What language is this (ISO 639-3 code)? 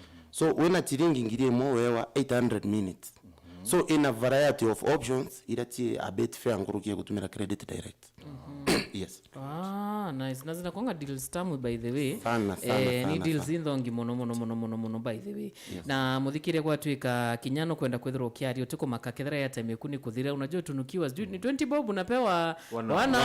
mer